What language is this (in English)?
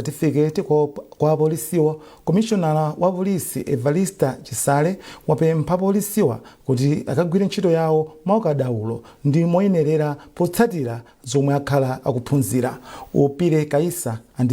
Nyanja